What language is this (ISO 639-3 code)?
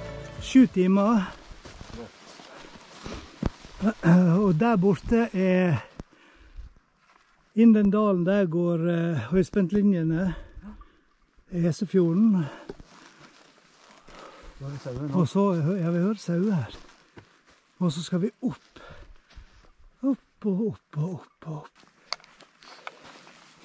nor